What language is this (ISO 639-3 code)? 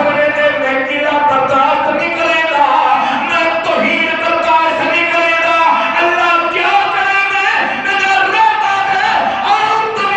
skr